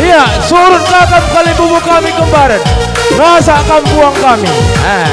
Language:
Batak Karo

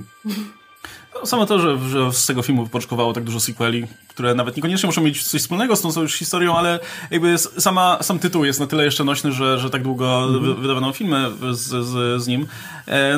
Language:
Polish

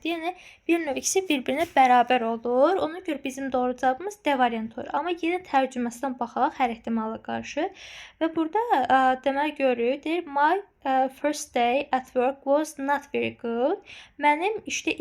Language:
Azerbaijani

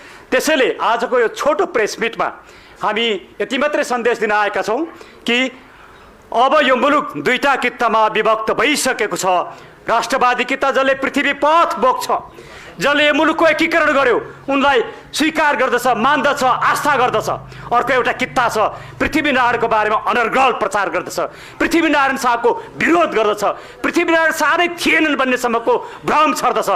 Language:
Nepali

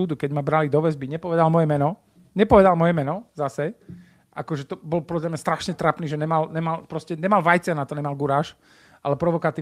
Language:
Slovak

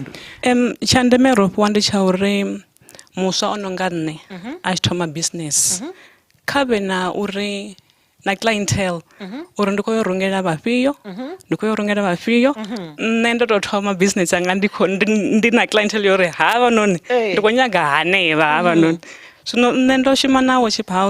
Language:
Venda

